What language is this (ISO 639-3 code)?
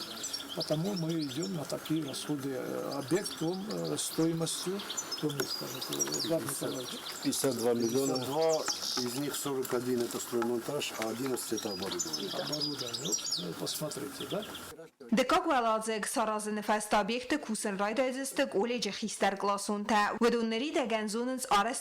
oss